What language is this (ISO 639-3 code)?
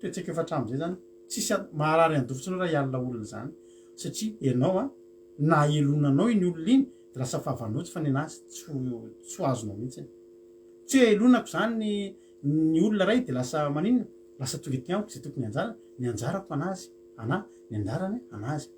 mlg